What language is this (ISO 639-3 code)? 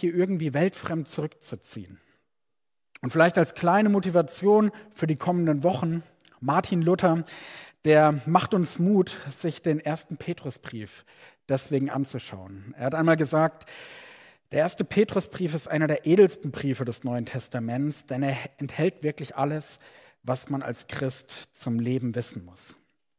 deu